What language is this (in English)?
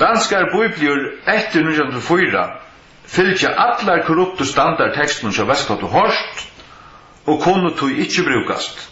Faroese